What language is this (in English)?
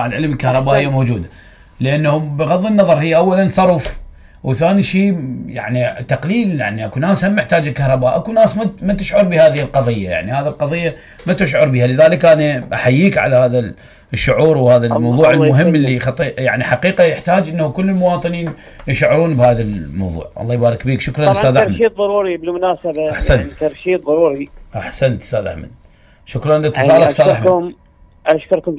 Mesopotamian Arabic